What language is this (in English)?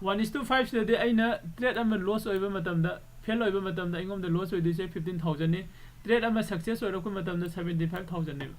Manipuri